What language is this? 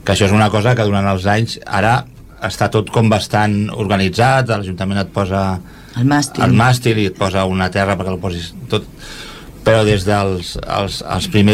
Catalan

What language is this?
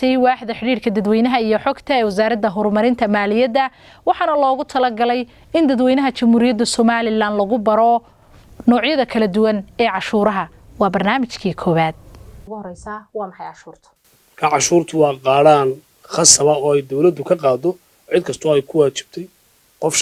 Somali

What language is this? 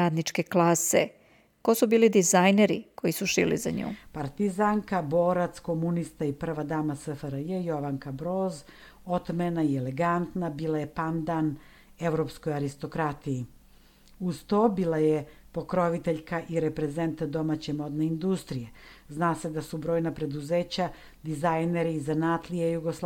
Serbian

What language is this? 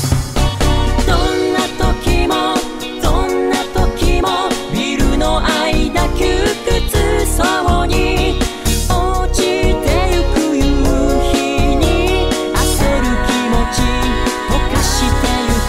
Japanese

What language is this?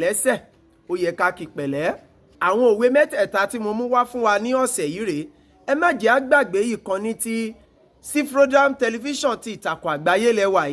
Yoruba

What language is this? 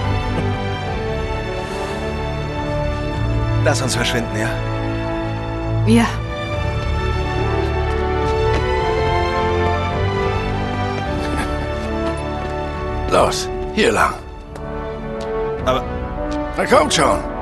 German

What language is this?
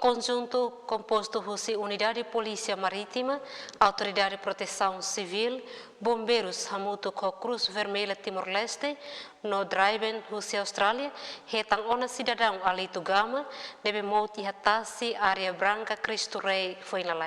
Tetum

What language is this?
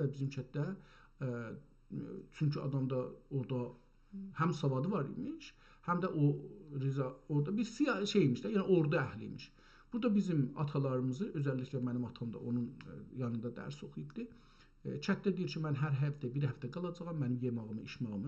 South Azerbaijani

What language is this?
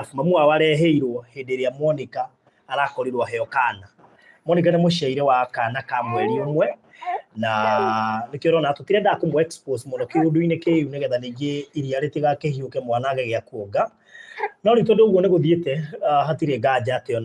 Kikuyu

